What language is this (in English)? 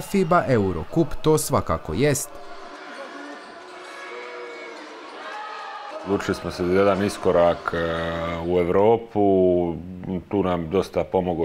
Croatian